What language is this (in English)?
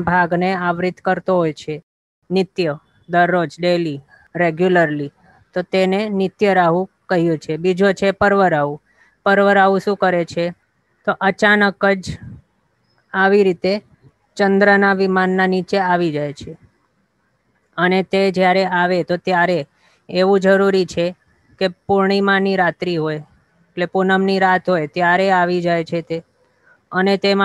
Gujarati